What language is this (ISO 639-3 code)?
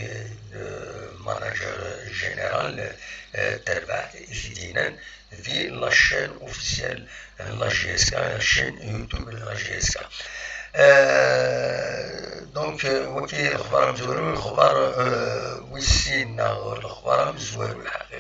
kab